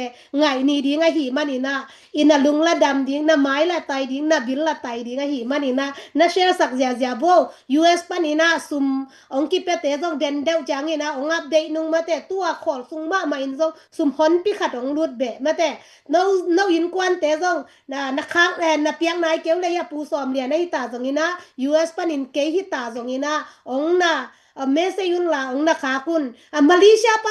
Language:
Tedim Chin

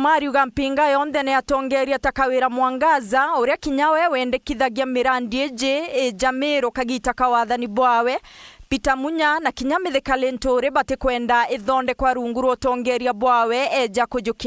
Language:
Meru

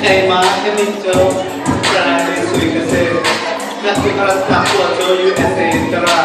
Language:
Hakha Chin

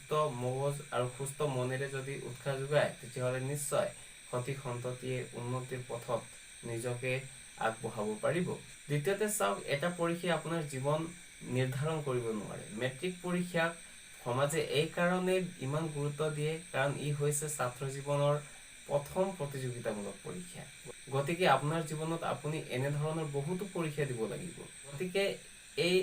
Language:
Assamese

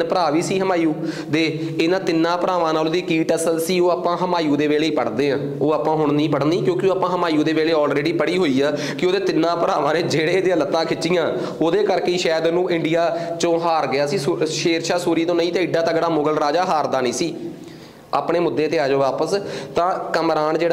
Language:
Punjabi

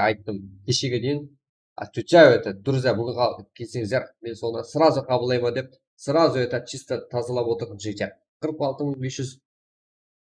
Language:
Kara-Kalpak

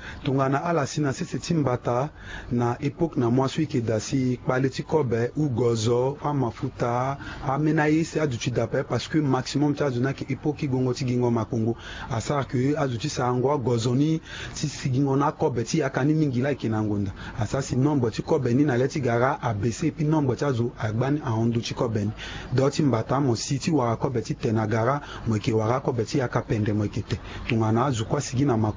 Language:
Sango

